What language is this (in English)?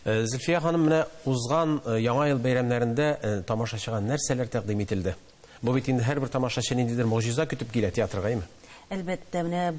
Tatar